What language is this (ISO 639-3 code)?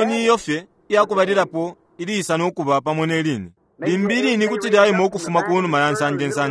bem